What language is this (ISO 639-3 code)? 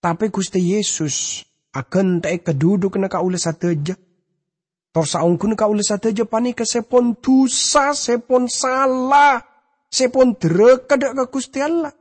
mad